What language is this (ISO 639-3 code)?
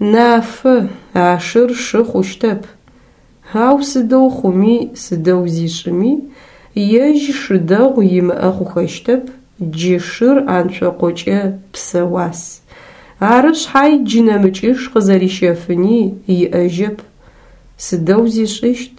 ady